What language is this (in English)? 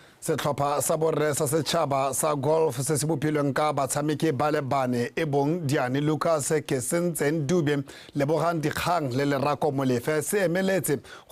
Tswana